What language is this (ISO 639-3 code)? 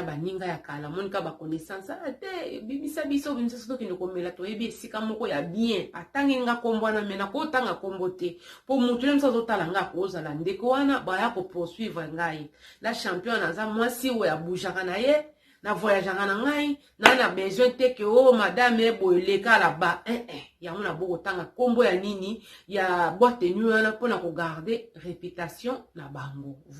lin